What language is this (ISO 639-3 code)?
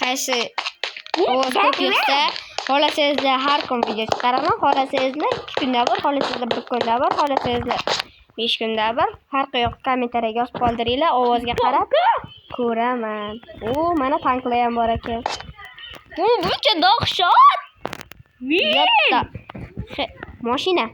uzb